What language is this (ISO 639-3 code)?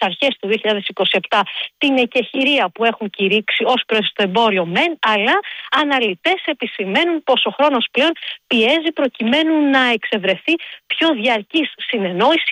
ell